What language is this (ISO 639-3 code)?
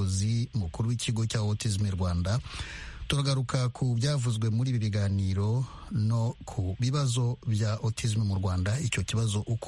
kin